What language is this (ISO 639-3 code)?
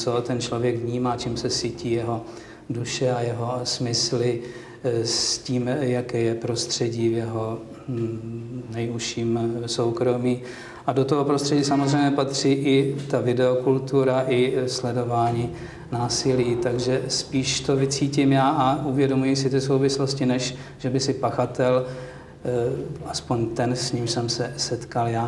ces